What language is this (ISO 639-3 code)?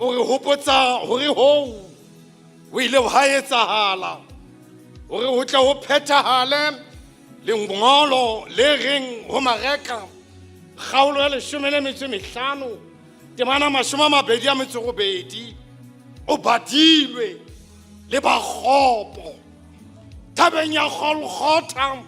sot